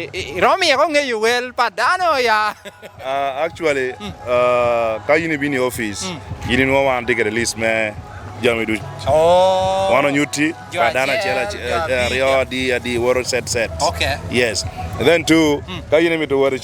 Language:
Lango (Uganda)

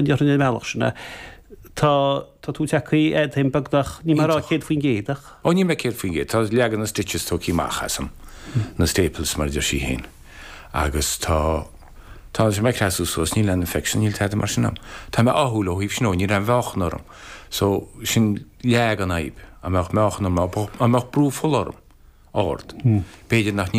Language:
Irish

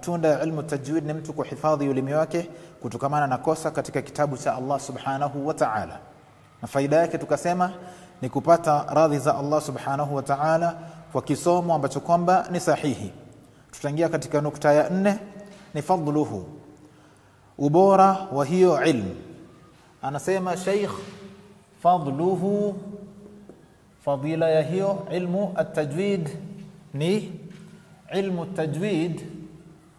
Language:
Swahili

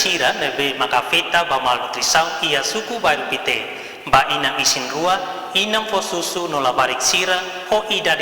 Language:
Tetum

